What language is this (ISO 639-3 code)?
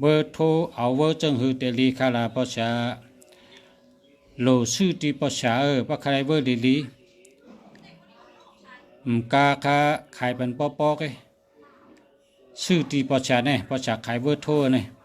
shn